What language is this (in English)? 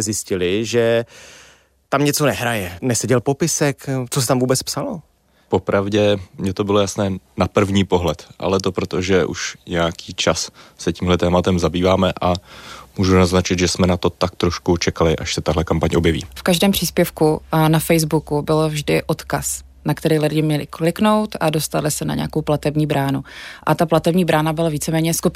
Czech